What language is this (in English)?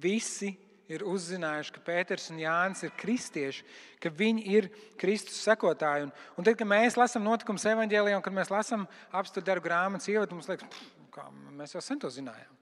Latvian